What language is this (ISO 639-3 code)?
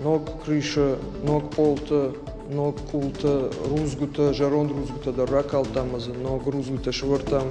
oss